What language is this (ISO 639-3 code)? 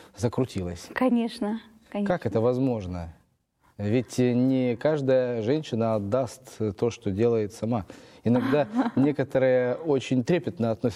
rus